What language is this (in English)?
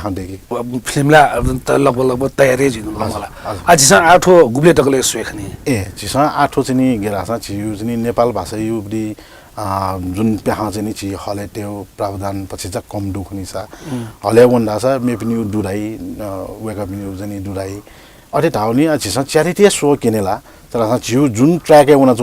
Newari